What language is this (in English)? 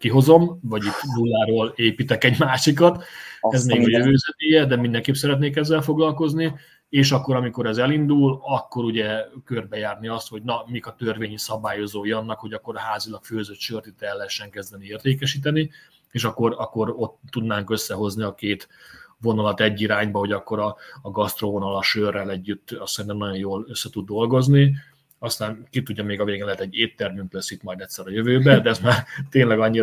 Hungarian